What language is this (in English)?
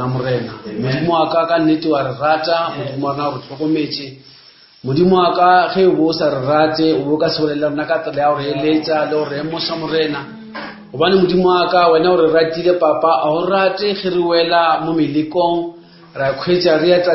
Northern Sotho